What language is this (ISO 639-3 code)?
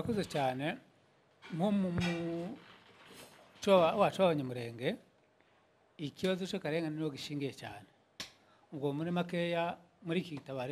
kin